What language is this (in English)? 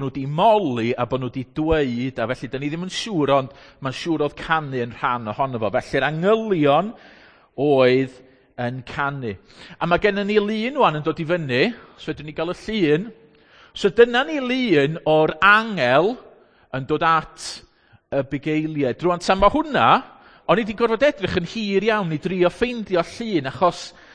Welsh